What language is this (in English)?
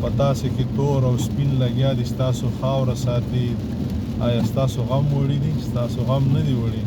Pashto